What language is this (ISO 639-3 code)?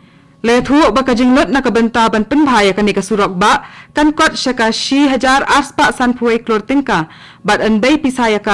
kha